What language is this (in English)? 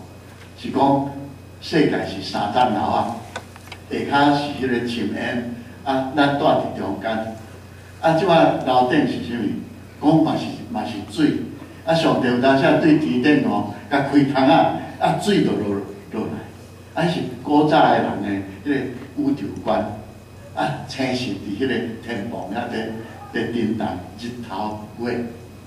Min Nan Chinese